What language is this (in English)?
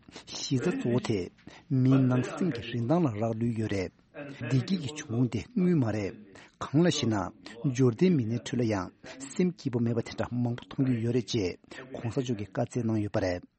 Tibetan